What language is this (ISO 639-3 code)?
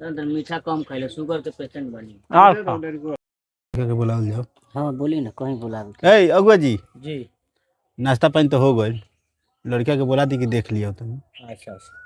bho